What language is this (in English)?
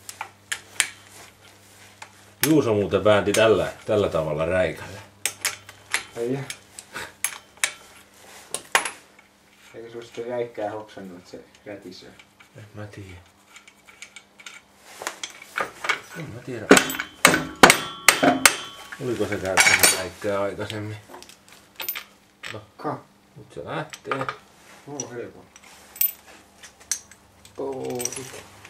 Finnish